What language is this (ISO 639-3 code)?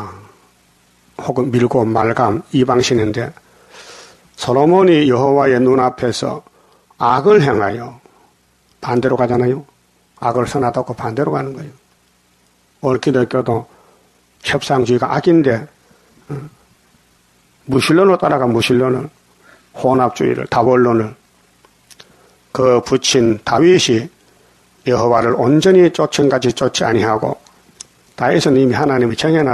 kor